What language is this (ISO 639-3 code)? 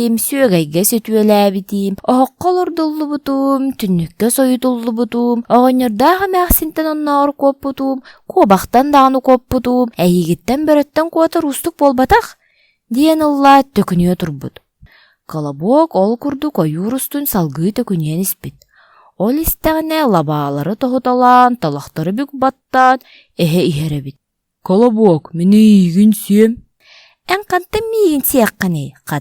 sah